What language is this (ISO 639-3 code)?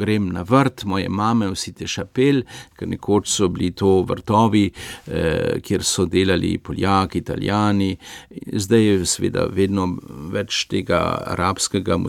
slv